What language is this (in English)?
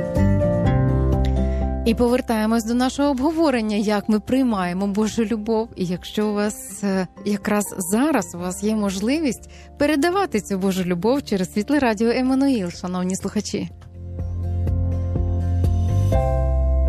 Ukrainian